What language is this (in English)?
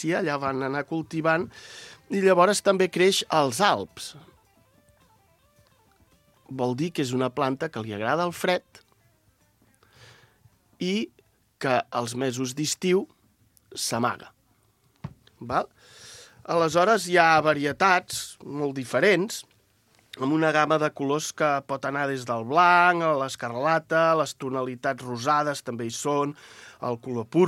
Catalan